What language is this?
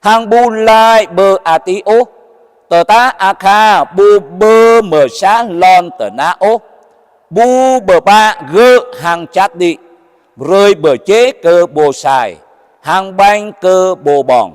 Jarai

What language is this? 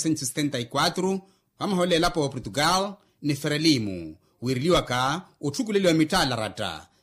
Makhuwa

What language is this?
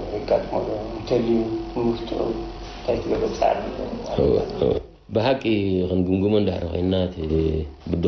Tigrinya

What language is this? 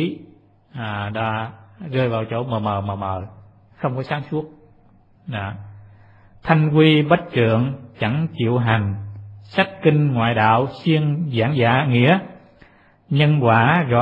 Vietnamese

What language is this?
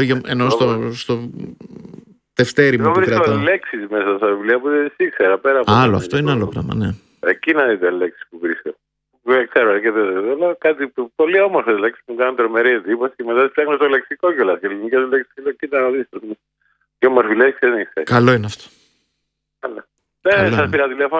Greek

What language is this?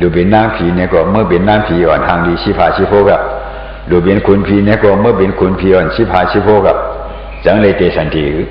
Shan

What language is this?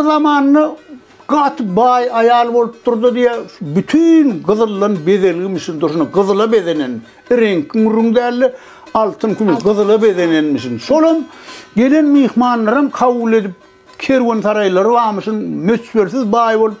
Turkmen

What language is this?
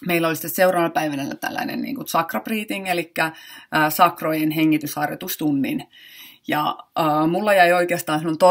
Finnish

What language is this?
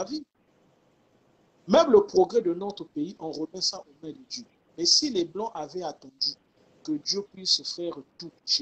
French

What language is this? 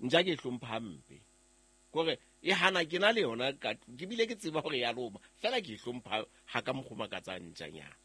Southern Sotho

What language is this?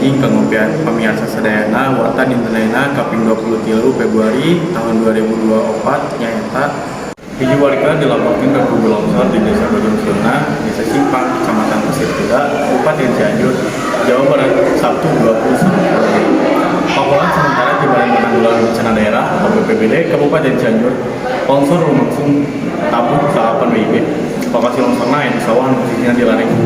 Sundanese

